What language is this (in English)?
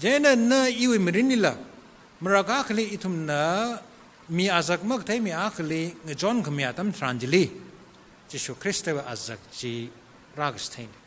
Tangkhul Naga (India)